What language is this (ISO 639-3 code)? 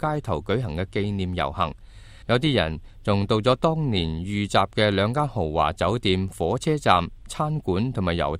yue